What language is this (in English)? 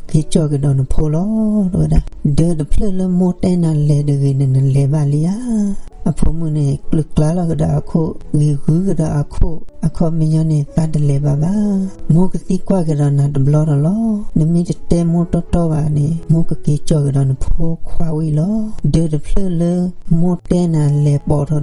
S'gaw Karen